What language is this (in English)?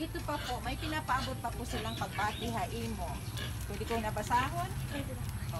Waray